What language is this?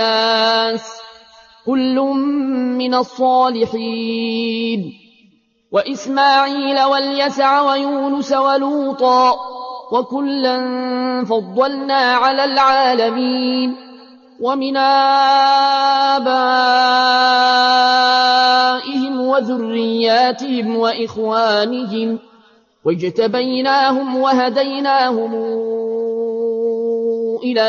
Arabic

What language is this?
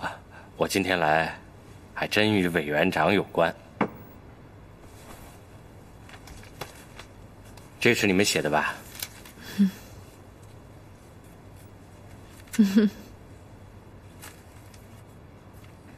Chinese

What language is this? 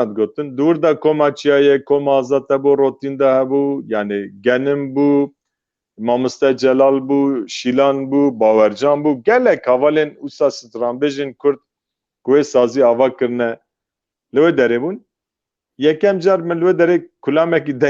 Kurdish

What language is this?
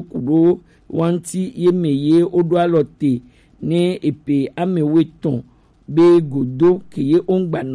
Gen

